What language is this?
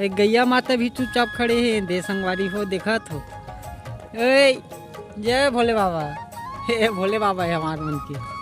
Chhattisgarhi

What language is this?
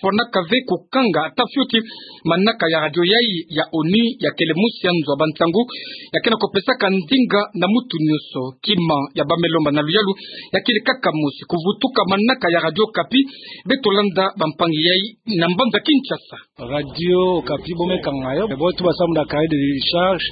Kituba (Democratic Republic of Congo)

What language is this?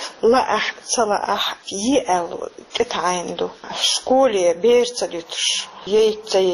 Chechen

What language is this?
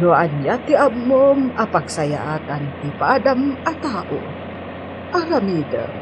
Iloko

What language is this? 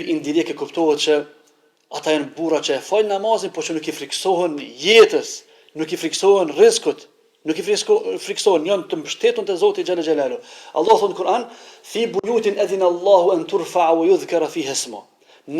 Albanian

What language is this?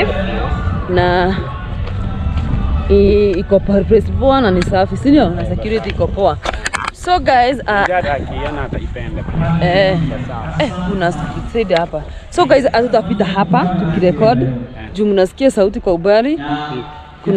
Swahili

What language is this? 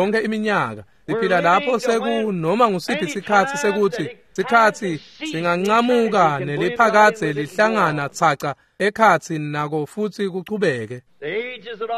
Swati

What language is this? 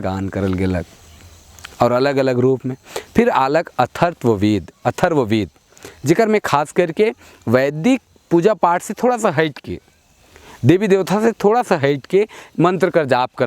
Sadri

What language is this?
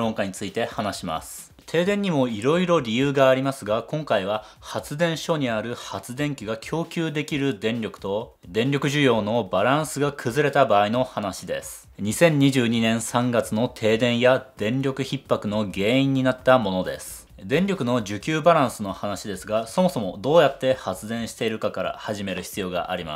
Japanese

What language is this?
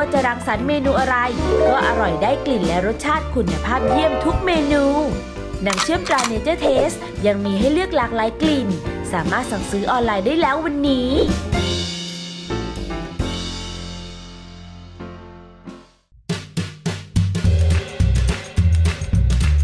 Thai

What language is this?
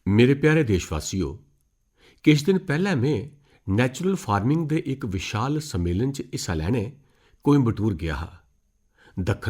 Dogri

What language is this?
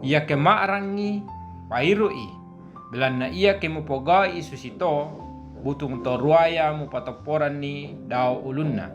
Toraja-Sa'dan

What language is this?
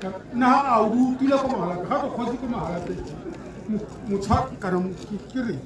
Tswana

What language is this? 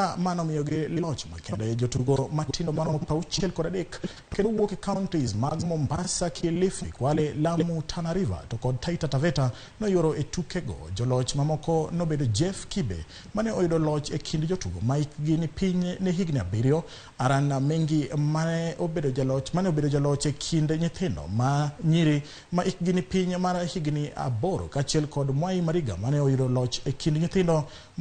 Luo (Kenya and Tanzania)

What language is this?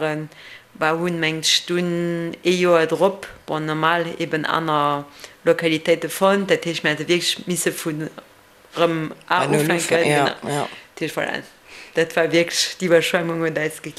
Luxembourgish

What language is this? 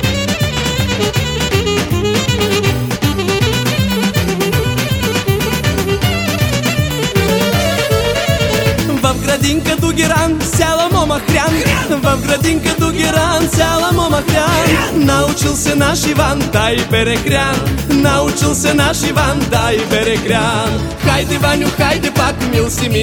Bulgarian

